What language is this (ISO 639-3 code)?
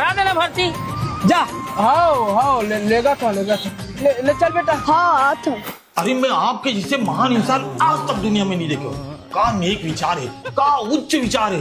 hne